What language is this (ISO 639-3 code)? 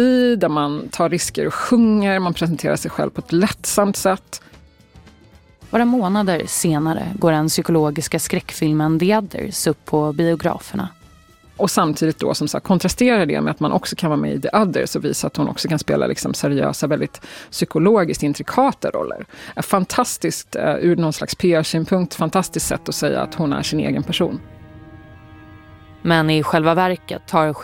swe